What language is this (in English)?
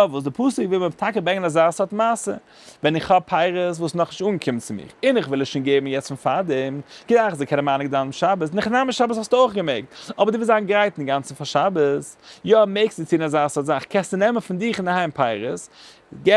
Yiddish